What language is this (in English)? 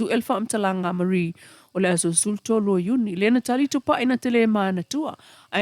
Samoan